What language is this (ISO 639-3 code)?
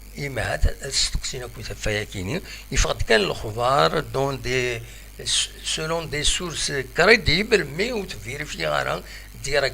kab